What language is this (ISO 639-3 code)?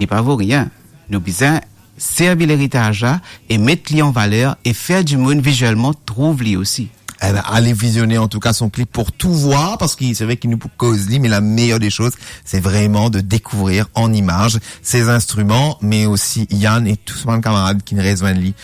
mfe